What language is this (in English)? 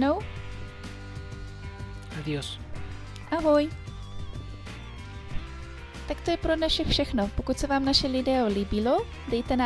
Czech